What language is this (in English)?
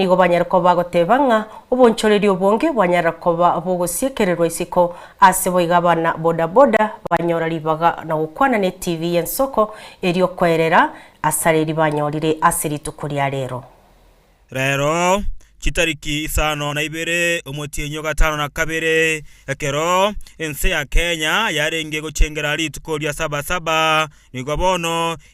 Gusii